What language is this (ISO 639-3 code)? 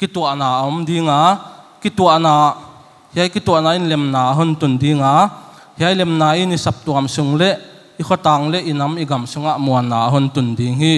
pck